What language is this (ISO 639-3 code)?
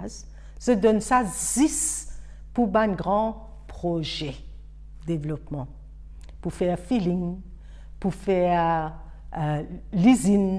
mfe